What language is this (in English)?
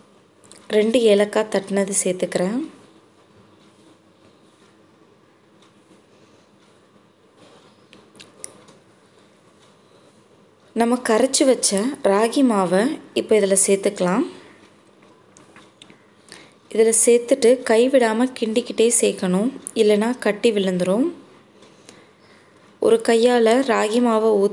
Tamil